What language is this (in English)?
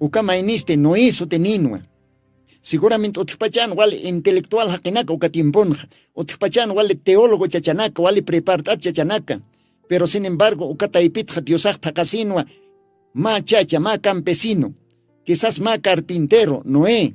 Aymara